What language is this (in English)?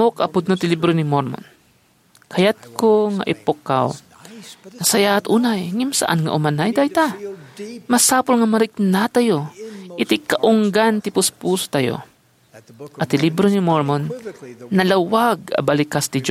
Iloko